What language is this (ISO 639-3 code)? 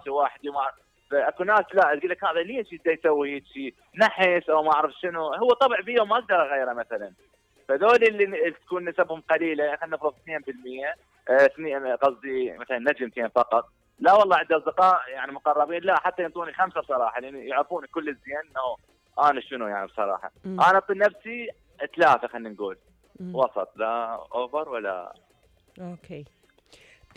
acm